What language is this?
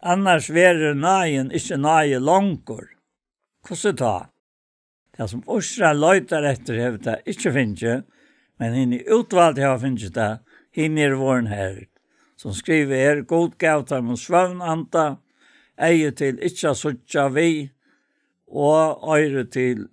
Faroese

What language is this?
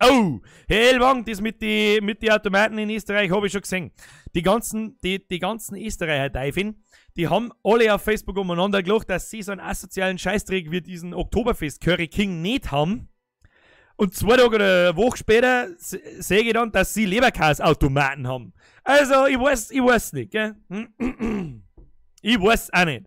Bavarian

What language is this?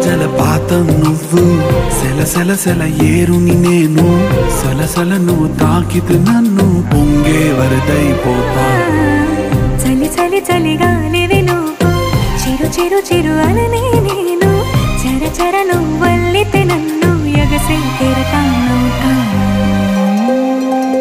Telugu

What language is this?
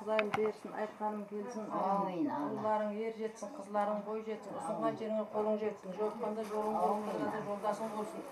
Kara-Kalpak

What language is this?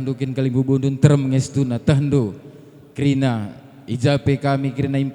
Batak Karo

